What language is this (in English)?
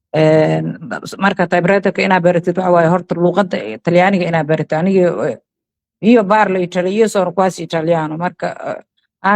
Somali